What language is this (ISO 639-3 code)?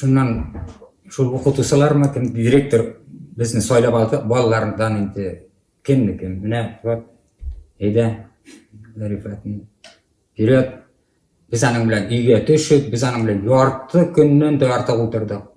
bak